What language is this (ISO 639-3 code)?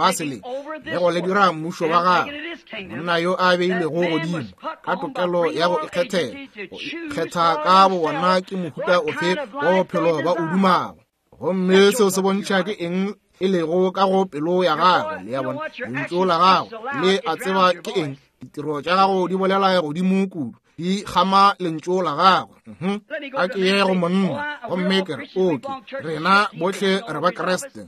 nso